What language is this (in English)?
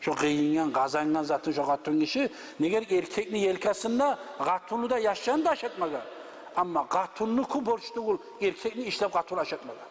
Kumyk